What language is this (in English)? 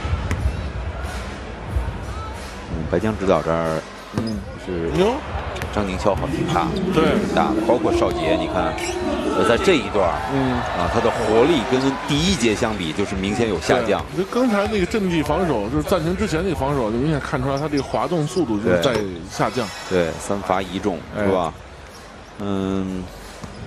Chinese